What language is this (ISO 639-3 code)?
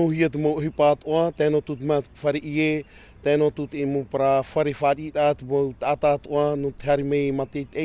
tah